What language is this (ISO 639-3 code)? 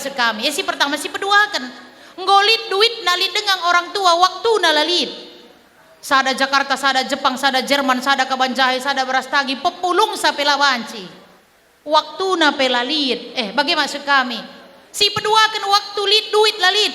btx